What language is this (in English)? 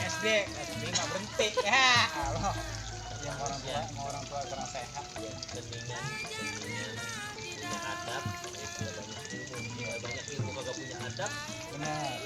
Betawi